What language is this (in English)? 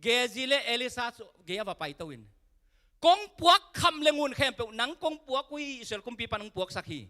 Tedim Chin